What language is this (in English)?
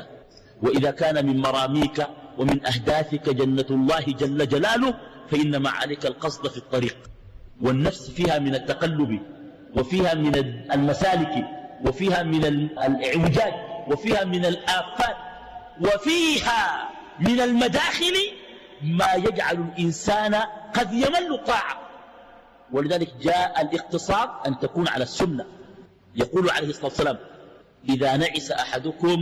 Arabic